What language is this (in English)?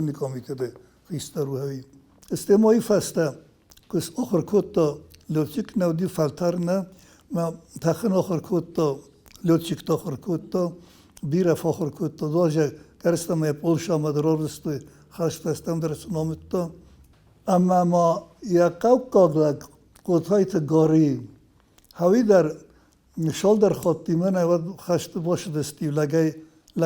Ossetic